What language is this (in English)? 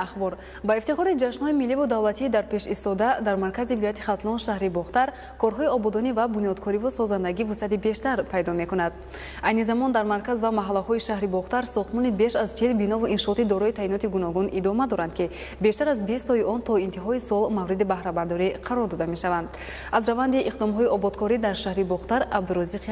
Tajik